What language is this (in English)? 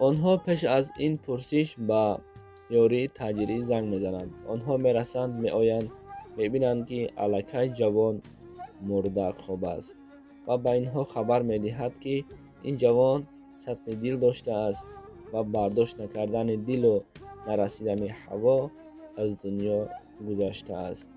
Tajik